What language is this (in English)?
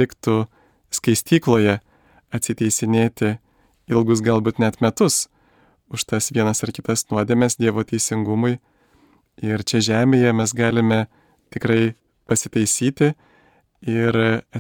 Lithuanian